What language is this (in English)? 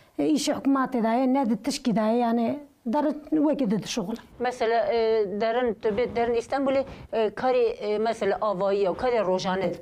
Kurdish